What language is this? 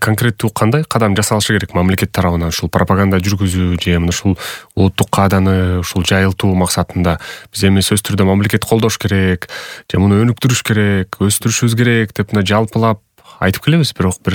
Kyrgyz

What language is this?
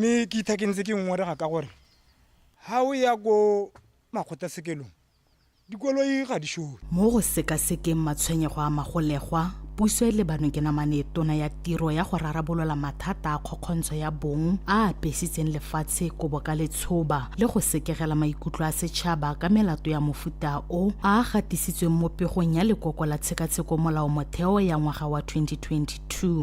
Tswana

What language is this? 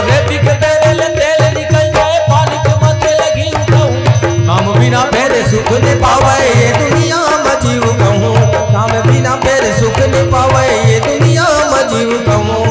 Chhattisgarhi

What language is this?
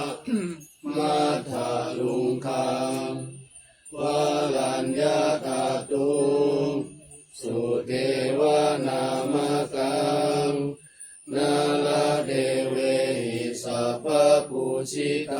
Pali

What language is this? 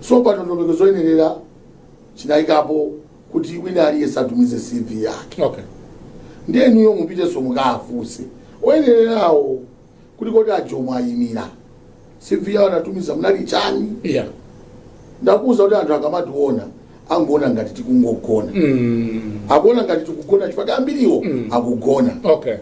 Nyanja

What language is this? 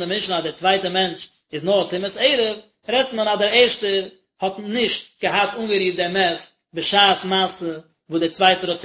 Yiddish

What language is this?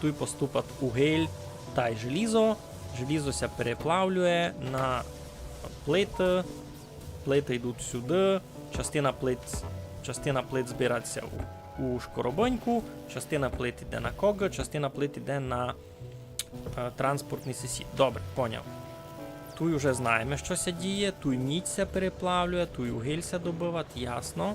Rusyn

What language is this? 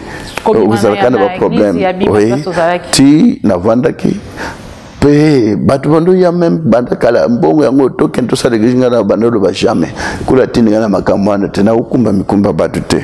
Lingala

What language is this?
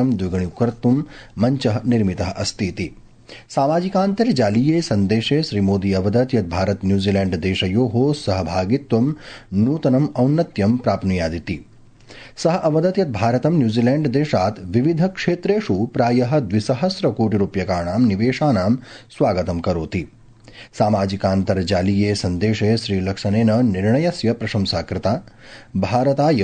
Sanskrit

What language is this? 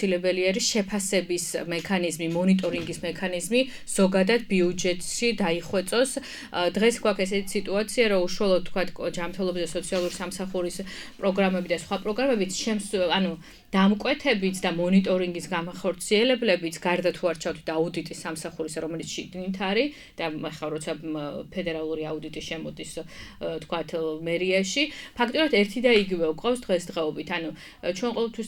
Georgian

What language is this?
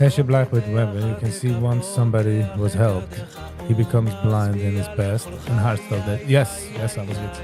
Yiddish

